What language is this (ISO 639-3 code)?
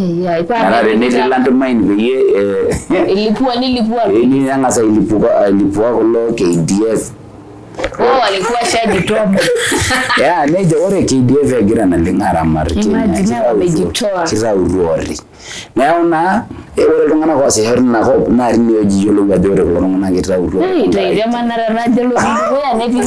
mas